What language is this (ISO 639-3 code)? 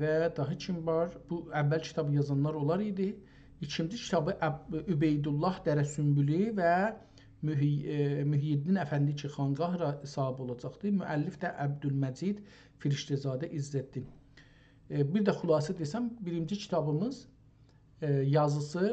azb